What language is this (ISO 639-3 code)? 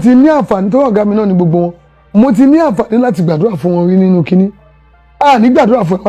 yor